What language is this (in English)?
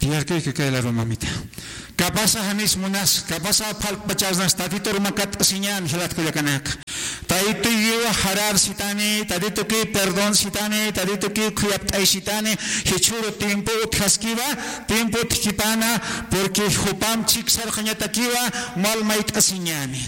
Aymara